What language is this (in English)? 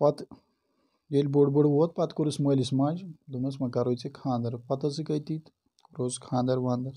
Kashmiri